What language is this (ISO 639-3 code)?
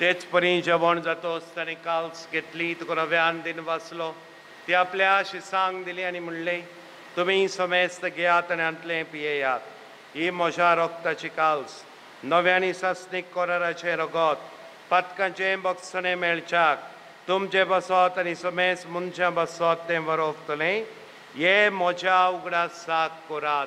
kok